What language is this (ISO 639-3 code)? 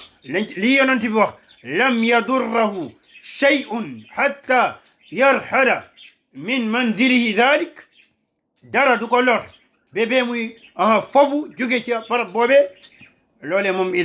wol